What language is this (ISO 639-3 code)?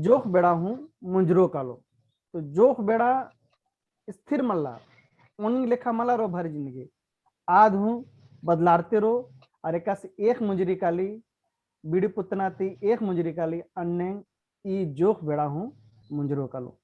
kru